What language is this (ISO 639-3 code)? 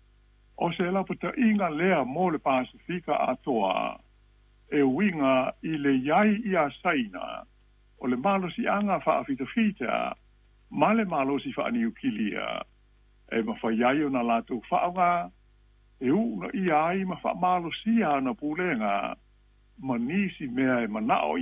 smo